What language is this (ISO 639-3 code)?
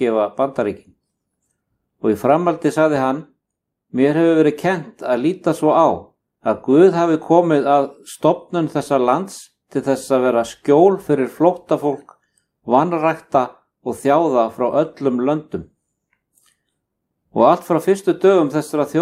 isl